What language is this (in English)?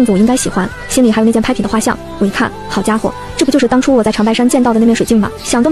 Chinese